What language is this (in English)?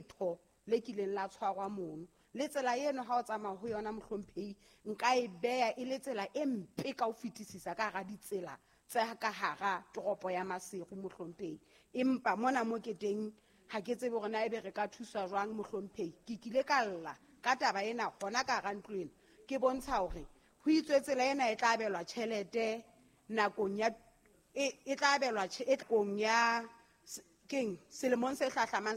Southern Sotho